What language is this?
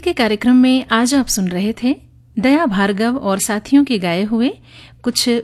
Hindi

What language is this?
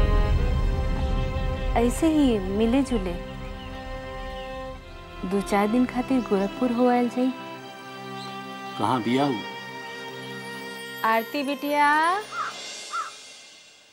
Bhojpuri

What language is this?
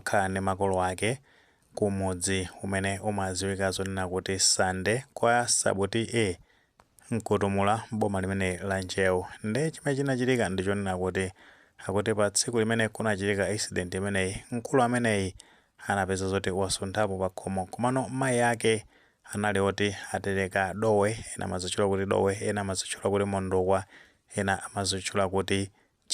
Nyanja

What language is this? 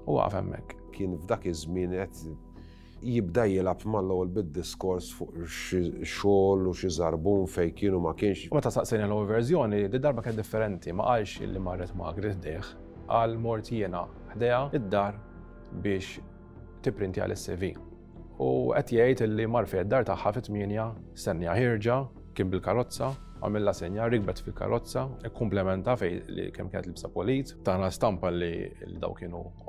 Maltese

